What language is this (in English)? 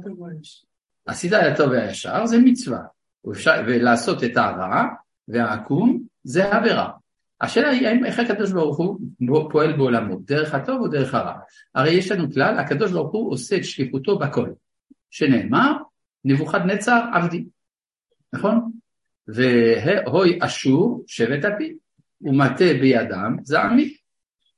Hebrew